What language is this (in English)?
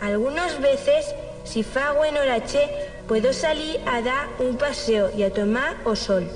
Aragonese